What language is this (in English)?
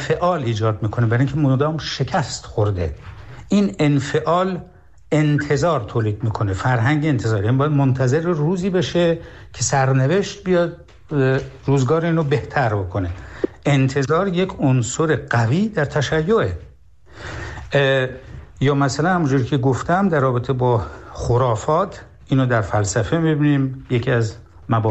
Persian